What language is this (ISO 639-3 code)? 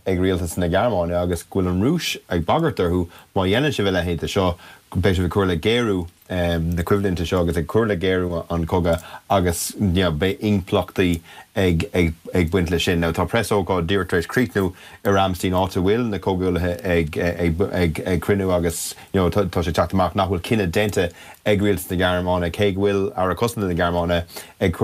gle